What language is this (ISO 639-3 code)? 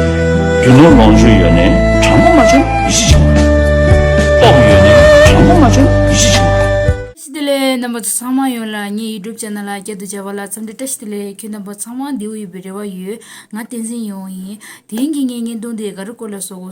bod